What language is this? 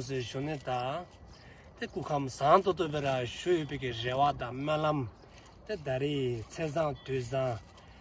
Dzongkha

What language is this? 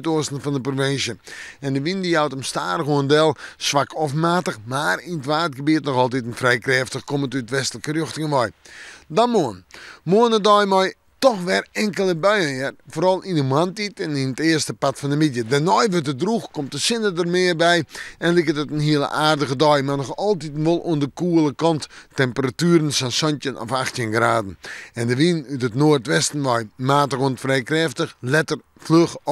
Western Frisian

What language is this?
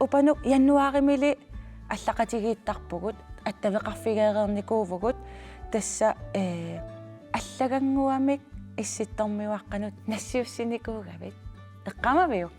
Kalaallisut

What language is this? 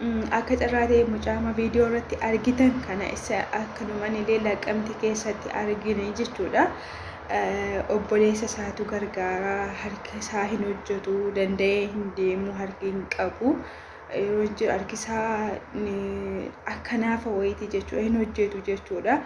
Oromo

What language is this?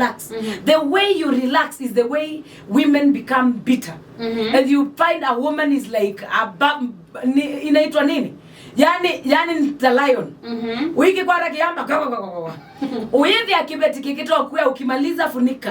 Kamba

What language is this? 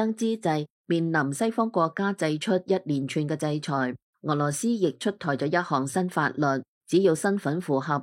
Cantonese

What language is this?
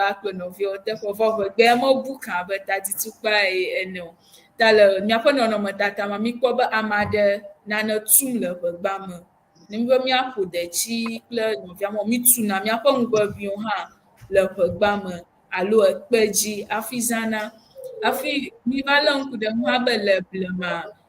Ewe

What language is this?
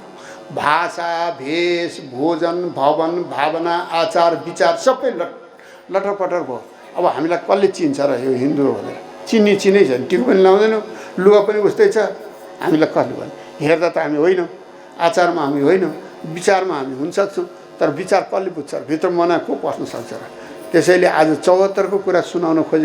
Nepali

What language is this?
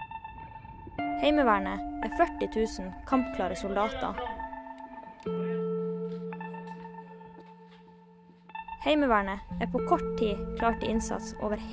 Norwegian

